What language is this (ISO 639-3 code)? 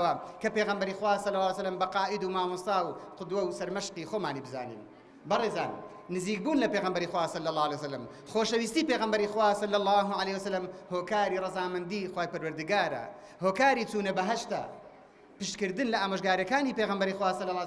ckb